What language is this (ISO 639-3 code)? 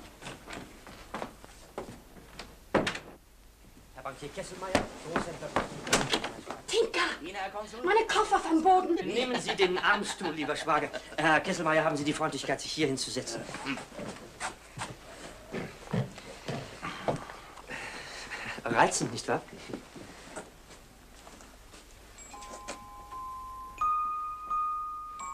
deu